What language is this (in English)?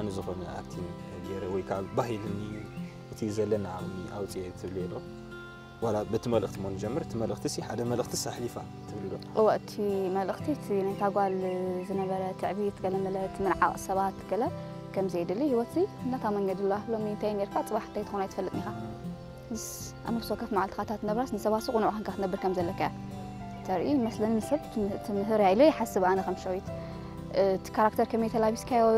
Tigrinya